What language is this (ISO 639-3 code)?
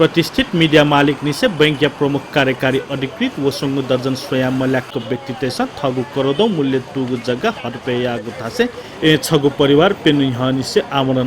new